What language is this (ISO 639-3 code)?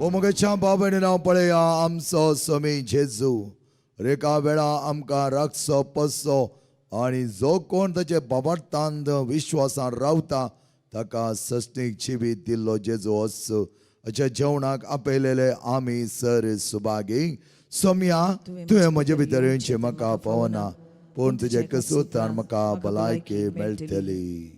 kok